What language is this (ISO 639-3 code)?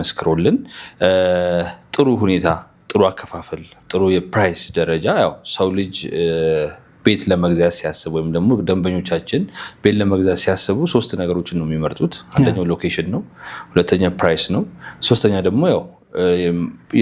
amh